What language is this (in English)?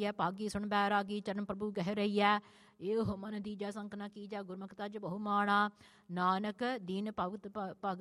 Punjabi